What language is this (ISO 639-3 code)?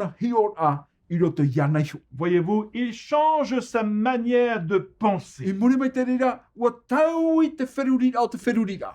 tah